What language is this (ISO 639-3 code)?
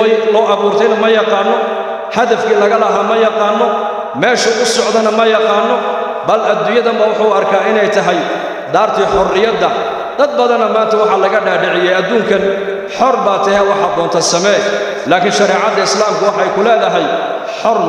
som